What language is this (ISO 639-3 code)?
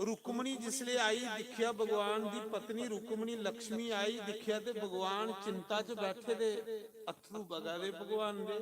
doi